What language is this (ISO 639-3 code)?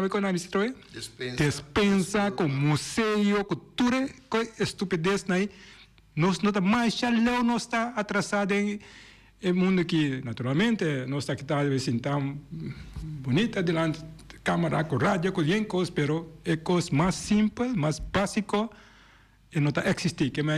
pap